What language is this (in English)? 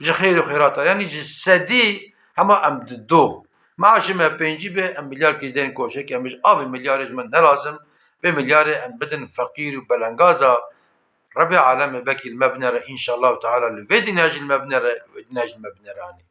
Kurdish